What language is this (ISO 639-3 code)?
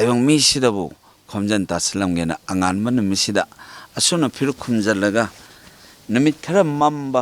mni